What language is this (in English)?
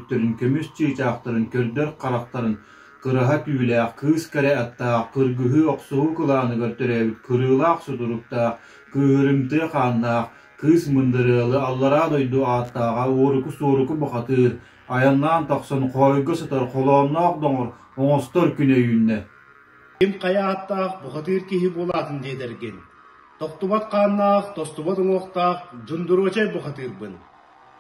Yakut